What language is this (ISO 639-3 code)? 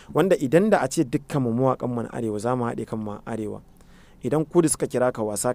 hau